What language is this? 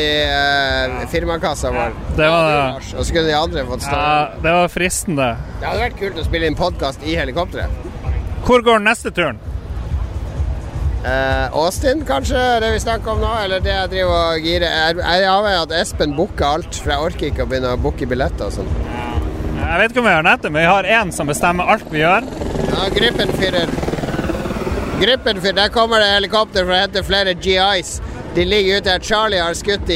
Norwegian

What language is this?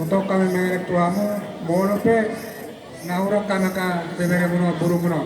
Batak Toba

